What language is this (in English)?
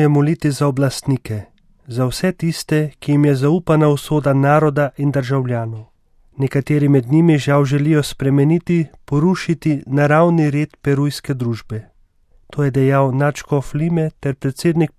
Slovenian